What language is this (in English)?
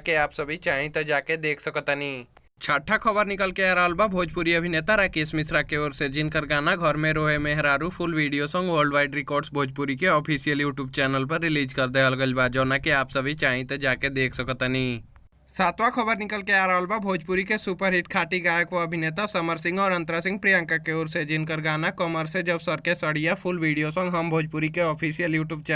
Bhojpuri